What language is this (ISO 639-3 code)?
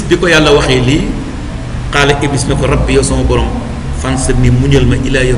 wol